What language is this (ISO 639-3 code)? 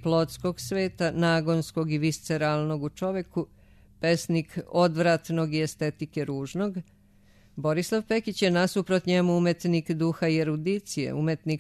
srp